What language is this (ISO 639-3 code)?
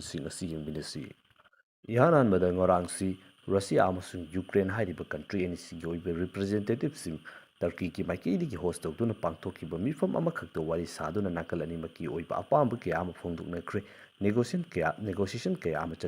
mni